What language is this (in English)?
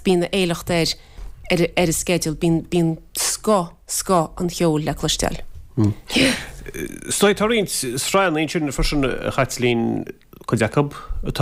Irish